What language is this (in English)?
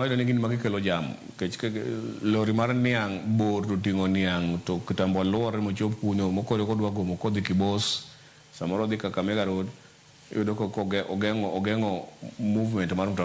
Luo (Kenya and Tanzania)